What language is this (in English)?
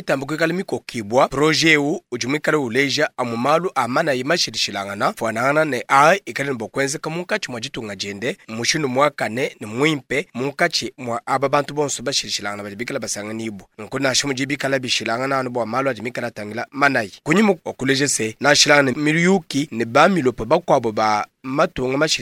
Luba-Lulua